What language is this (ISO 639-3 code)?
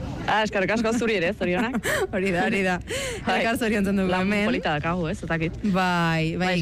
eus